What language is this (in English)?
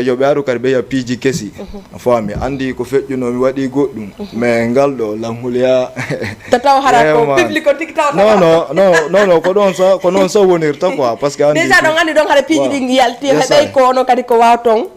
Fula